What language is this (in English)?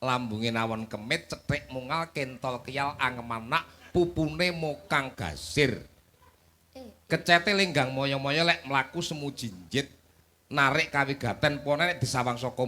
Javanese